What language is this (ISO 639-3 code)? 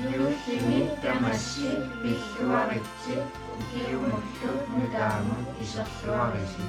kal